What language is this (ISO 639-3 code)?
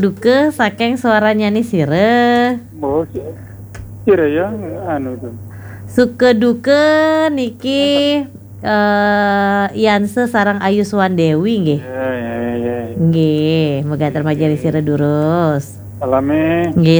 ban